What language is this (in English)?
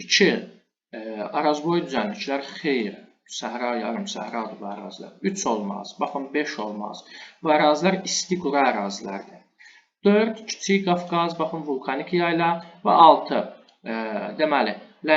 Azerbaijani